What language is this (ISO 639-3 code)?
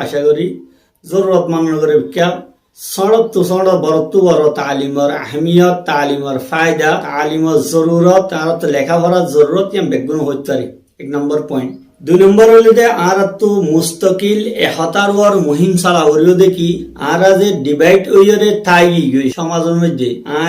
rhg